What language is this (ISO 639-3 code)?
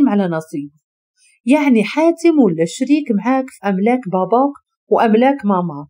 ary